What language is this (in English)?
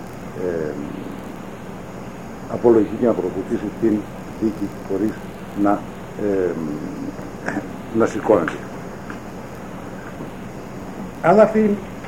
Greek